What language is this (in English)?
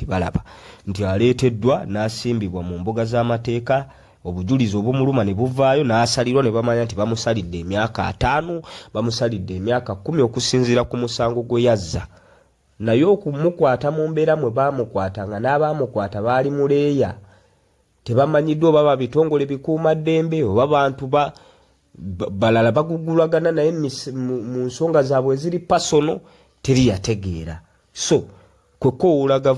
Ganda